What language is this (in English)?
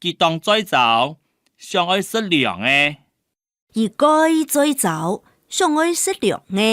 Hakka Chinese